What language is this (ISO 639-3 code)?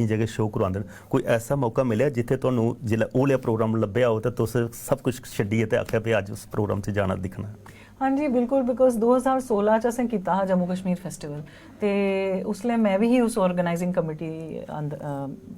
doi